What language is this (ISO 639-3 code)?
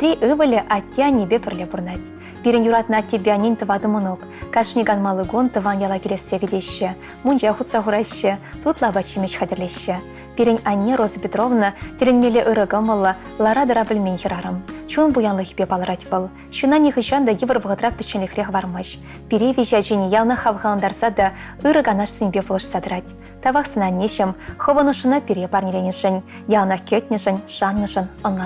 chv